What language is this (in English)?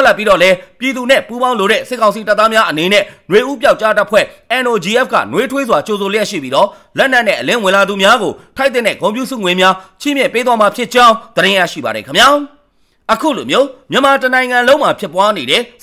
Burmese